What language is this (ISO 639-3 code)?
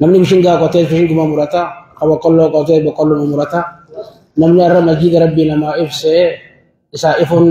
orm